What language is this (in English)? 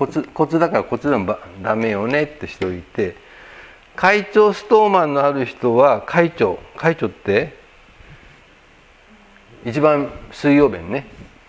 Japanese